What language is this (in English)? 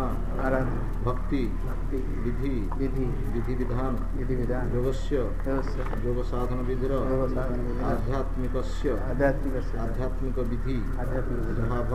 Odia